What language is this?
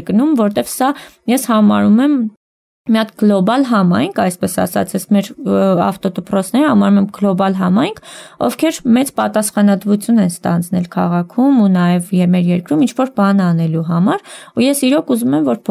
Armenian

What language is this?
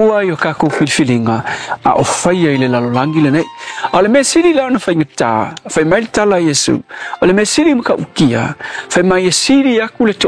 Samoan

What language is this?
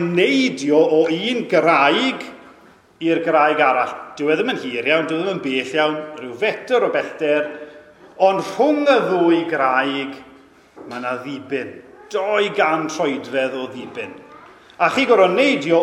Welsh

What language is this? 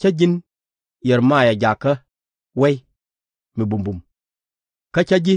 Nuer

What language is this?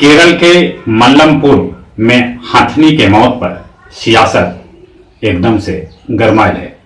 Magahi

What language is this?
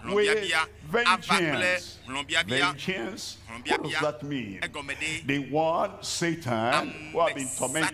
Ewe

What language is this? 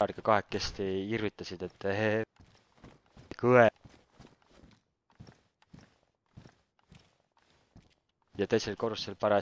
Estonian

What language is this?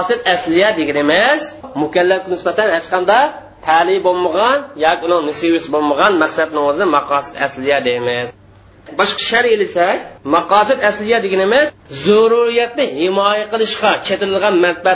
Uyghur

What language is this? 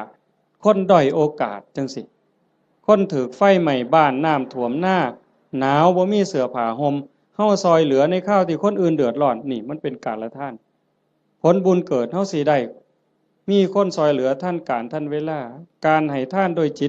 Northeastern Thai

